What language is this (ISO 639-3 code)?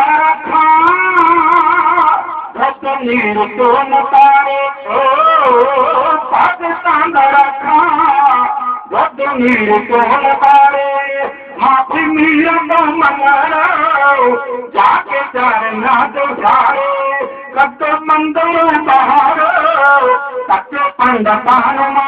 pan